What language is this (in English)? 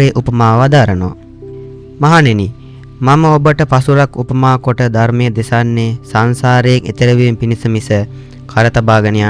Sinhala